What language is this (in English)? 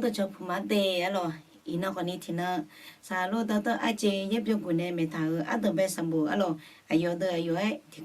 Akha